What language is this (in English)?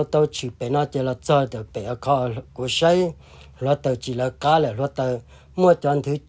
Hmong